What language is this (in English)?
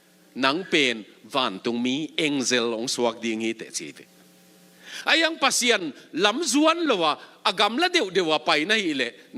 Tedim Chin